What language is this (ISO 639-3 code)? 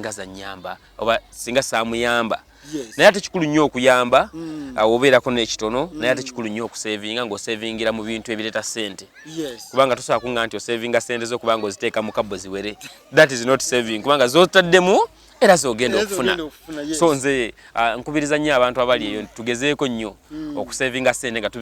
lug